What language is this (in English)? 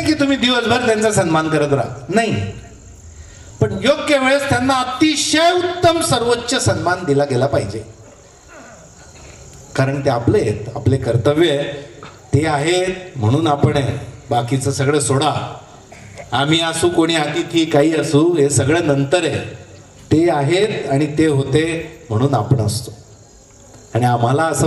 Marathi